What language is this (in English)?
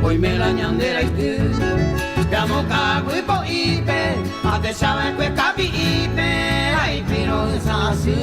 Guarani